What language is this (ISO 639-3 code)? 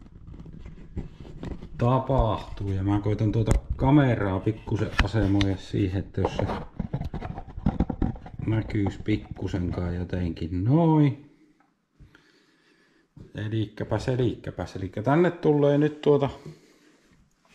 fin